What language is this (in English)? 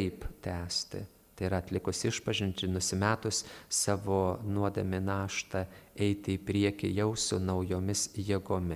Lithuanian